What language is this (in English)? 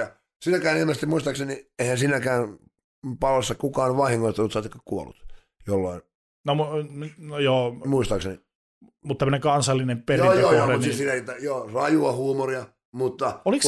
Finnish